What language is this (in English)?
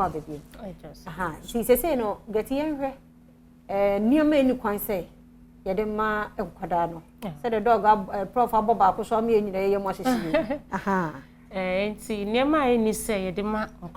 Akan